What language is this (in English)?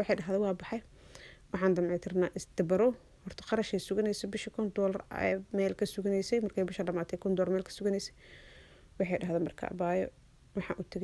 Somali